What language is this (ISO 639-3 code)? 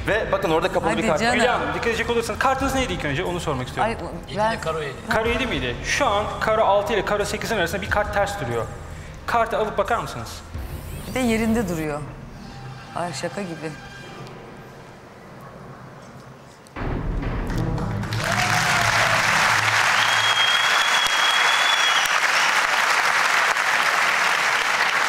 tur